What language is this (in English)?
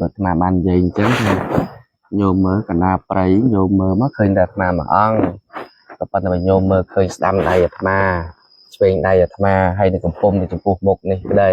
Khmer